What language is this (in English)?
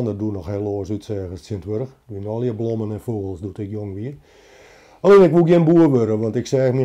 Western Frisian